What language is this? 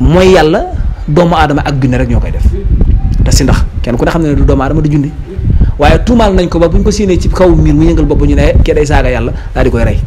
Wolof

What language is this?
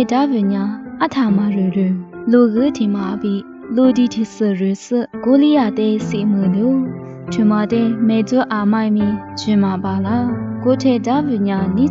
Lisu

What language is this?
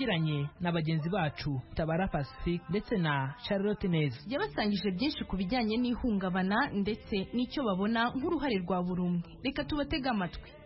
Kinyarwanda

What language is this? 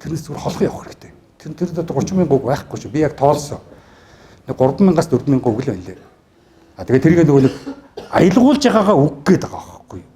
Mongolian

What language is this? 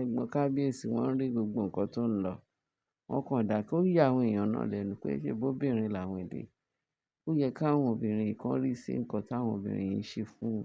Yoruba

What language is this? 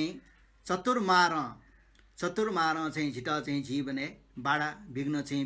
Newari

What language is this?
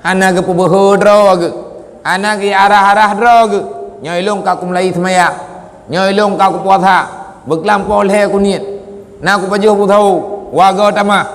Achinese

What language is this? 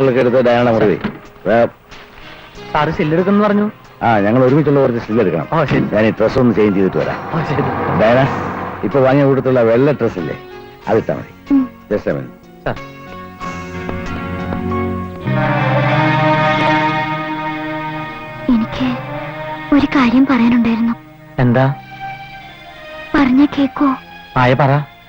Malayalam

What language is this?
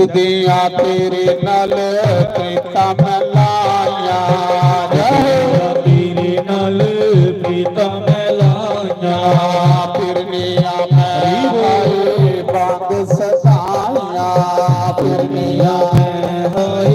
Dogri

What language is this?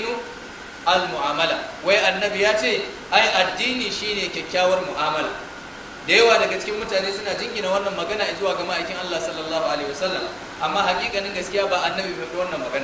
Hausa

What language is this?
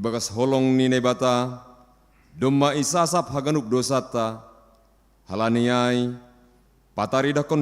Batak Simalungun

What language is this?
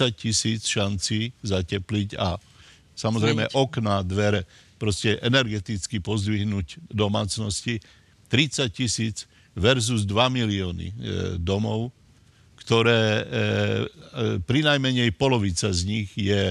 Slovak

